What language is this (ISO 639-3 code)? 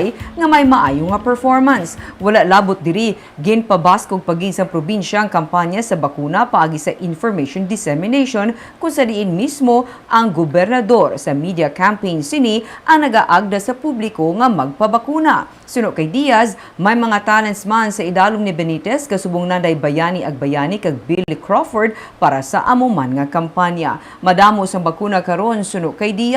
hil